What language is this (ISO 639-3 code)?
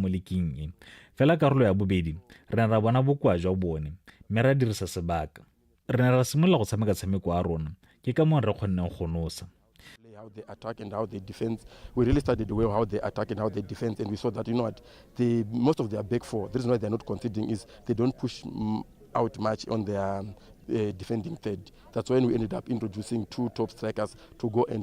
tsn